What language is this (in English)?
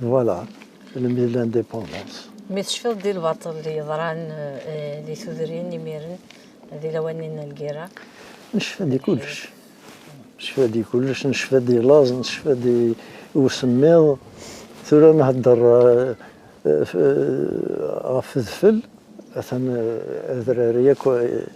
Kabyle